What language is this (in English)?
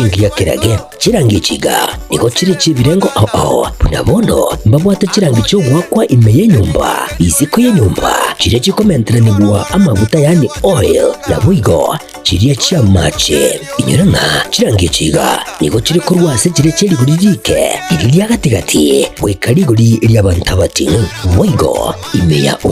Gusii